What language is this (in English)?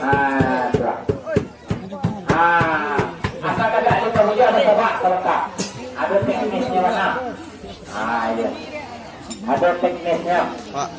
Minangkabau